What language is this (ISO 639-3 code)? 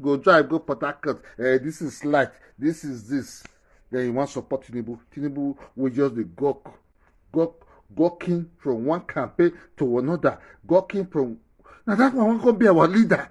pcm